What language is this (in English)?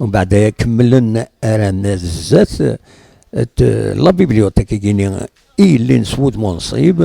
Kabyle